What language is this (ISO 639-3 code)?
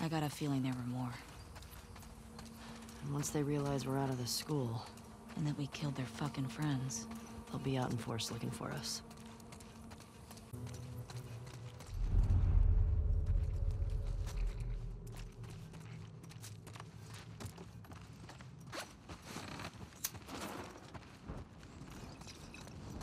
eng